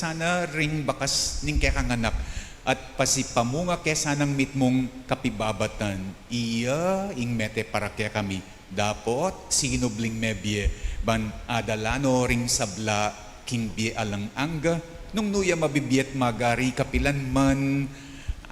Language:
Pampanga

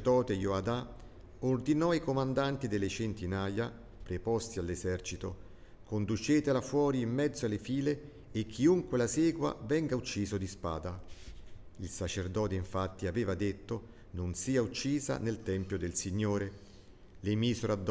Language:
Italian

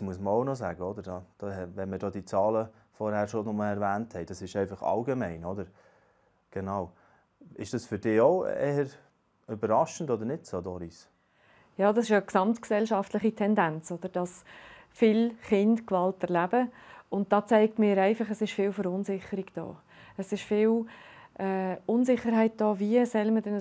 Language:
Swiss German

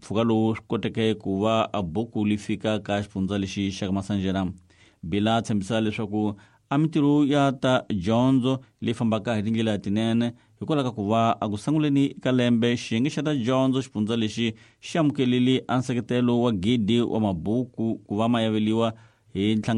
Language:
Tsonga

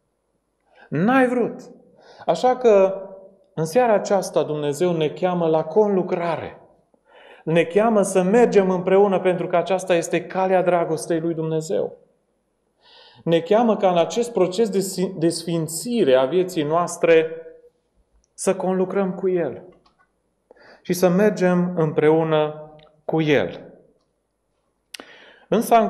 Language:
Romanian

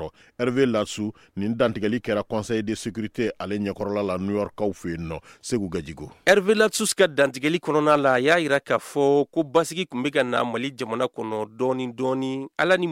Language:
Bambara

